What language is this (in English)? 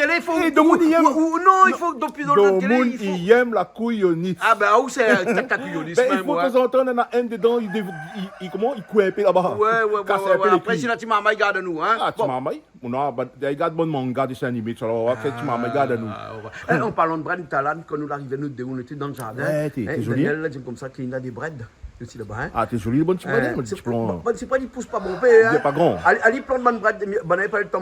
Réunion Creole French